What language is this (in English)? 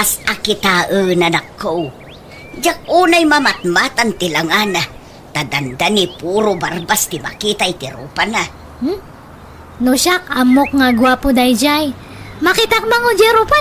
Iloko